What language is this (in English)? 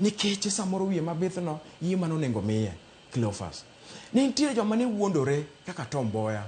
Luo (Kenya and Tanzania)